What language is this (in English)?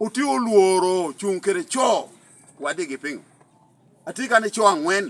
Lango (Uganda)